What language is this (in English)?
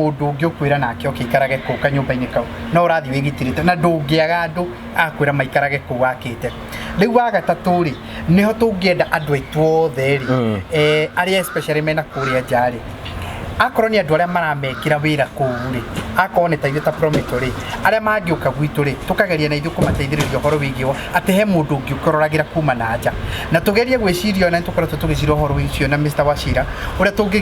Kikuyu